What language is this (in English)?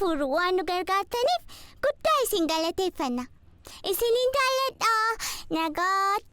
Oromo